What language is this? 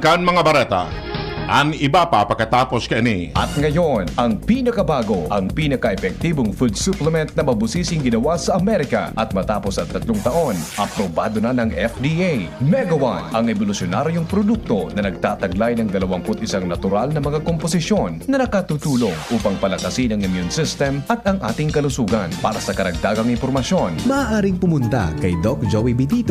Bikol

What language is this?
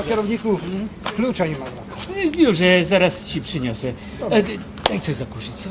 Silesian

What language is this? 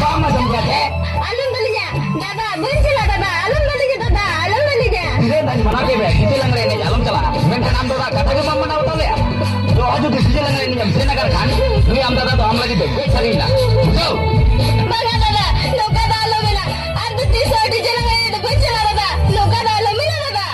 Santali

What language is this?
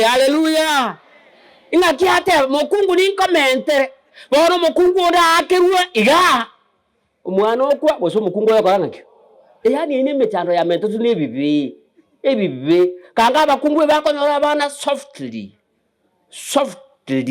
Gusii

